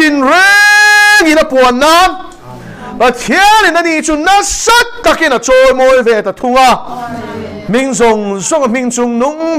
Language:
Mizo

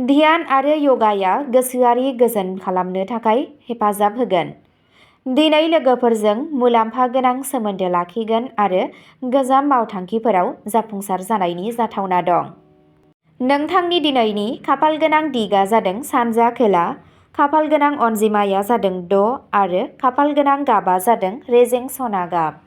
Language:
Bodo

